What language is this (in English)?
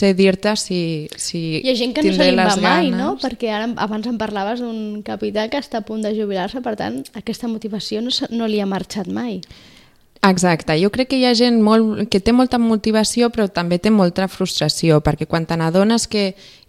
Catalan